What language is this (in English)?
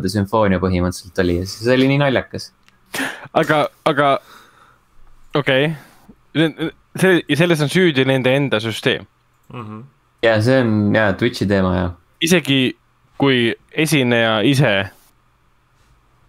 Estonian